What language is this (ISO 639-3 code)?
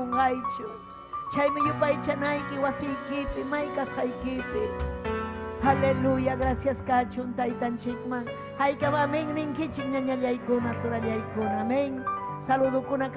quy